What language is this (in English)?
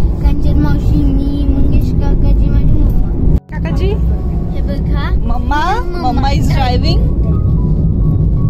Marathi